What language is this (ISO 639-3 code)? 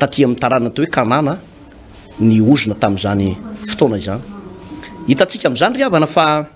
mlg